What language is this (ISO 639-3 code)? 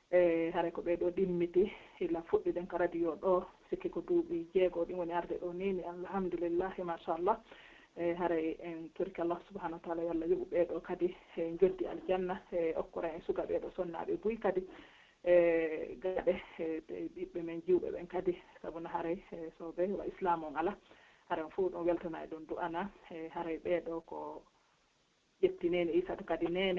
fuf